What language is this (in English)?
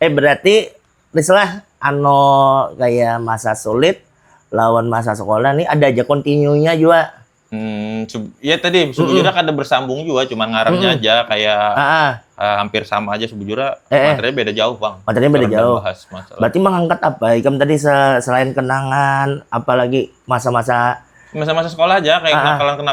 Banjar